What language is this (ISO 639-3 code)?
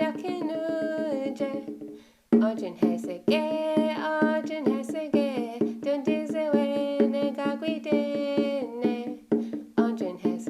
moh